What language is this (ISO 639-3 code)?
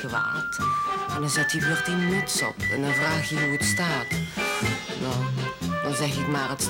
lim